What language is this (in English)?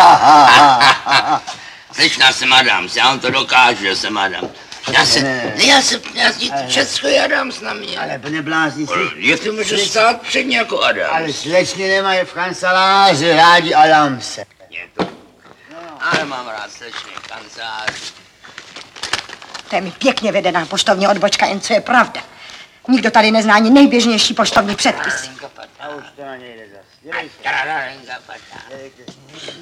Czech